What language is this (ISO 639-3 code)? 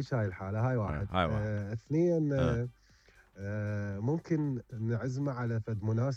acm